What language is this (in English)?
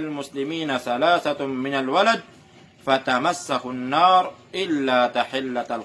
Maranao